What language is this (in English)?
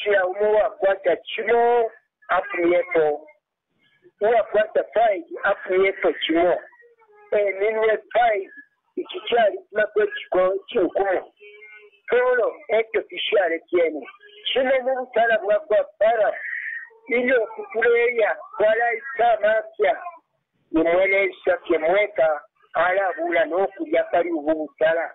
Bemba